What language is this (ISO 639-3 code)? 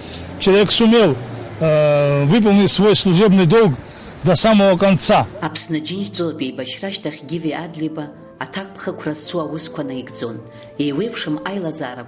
abk